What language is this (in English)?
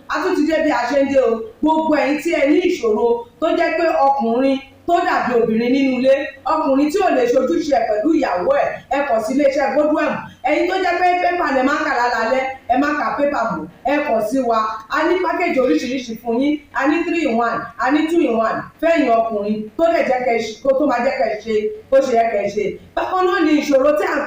Yoruba